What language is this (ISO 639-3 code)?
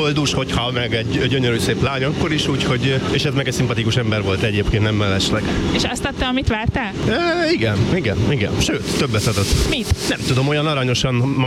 hun